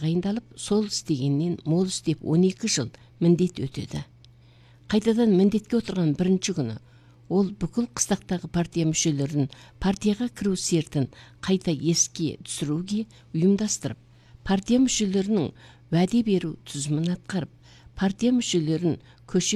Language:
Kazakh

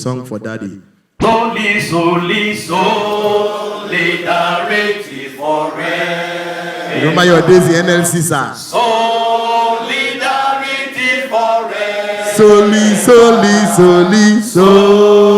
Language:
Nigerian Pidgin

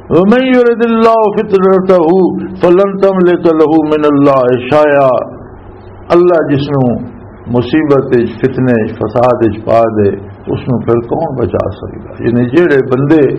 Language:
Western Panjabi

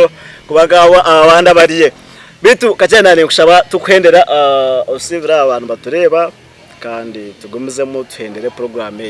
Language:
Nyankole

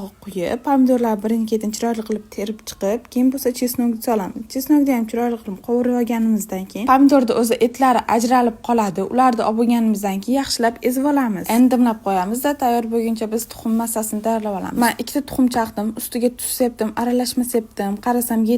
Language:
Uzbek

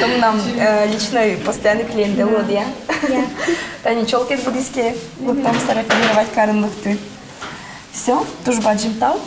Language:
Udmurt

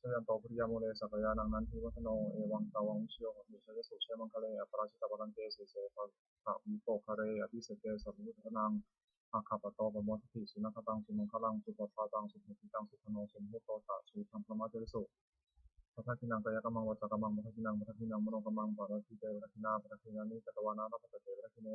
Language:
Pali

